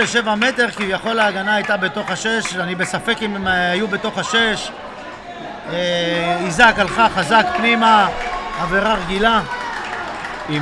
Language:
Hebrew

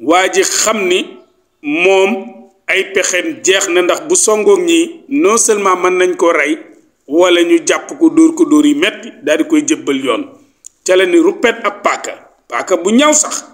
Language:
Wolof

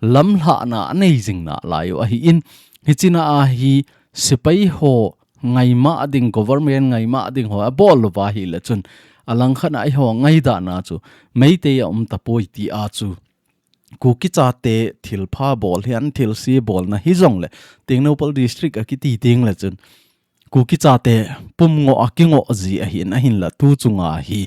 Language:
Thado Chin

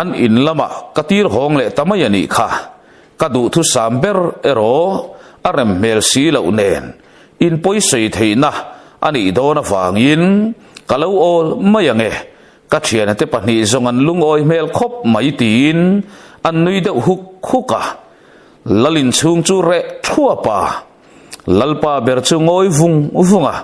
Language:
Mizo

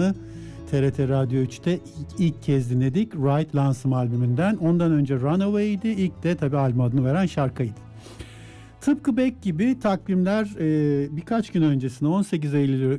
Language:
Turkish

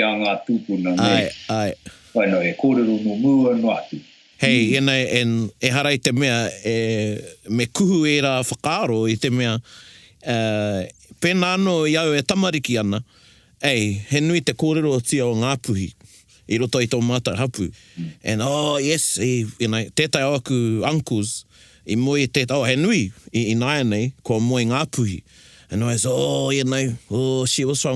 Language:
Māori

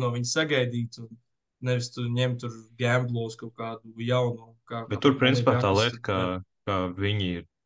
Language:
Latvian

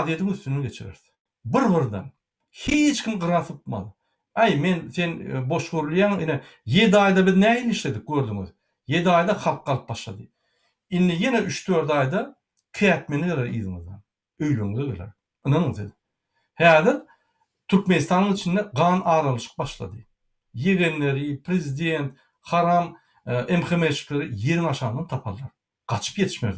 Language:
Turkmen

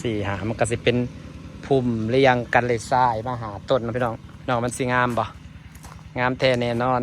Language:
Northeastern Thai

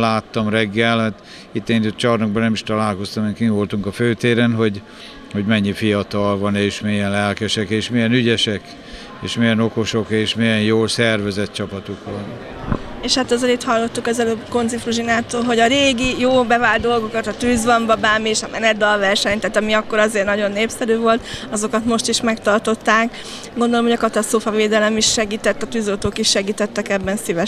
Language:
Hungarian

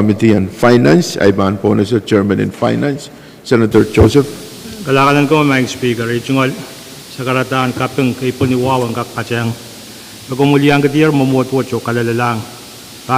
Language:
Pohnpeian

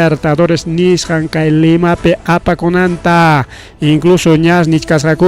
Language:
Ayacucho Quechua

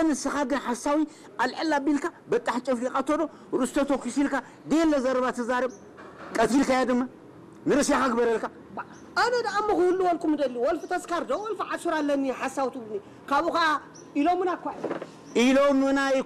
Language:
Tigrinya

